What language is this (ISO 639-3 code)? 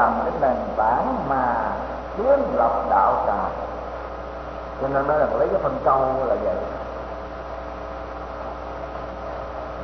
vie